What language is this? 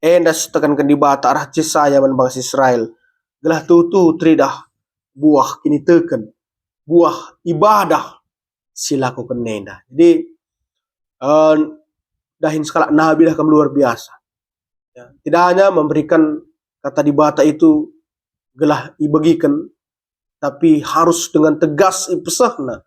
Batak Karo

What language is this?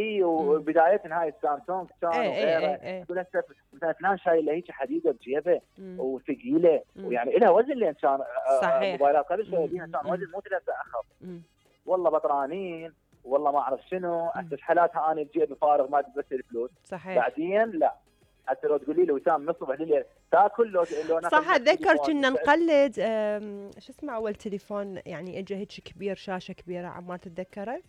Mesopotamian Arabic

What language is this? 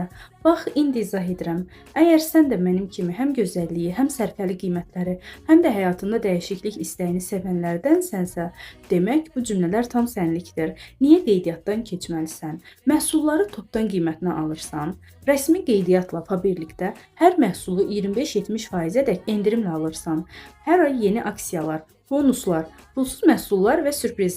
Azerbaijani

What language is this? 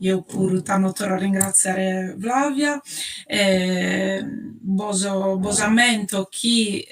Sardinian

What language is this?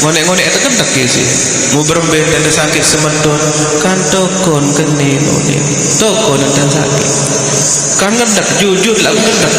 Sasak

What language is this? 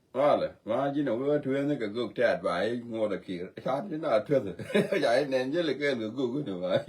Nuer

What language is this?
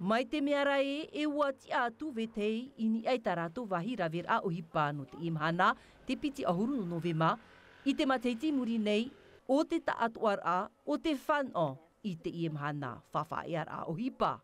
Tahitian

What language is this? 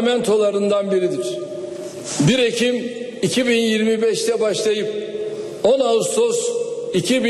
Turkish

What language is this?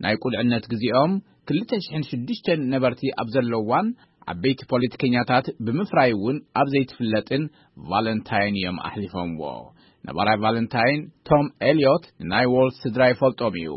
Tigrinya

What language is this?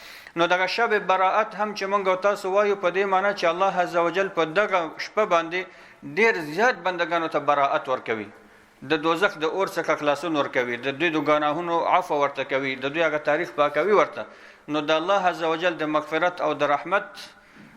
Pashto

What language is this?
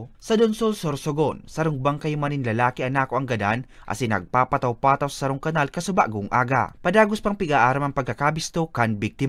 Bikol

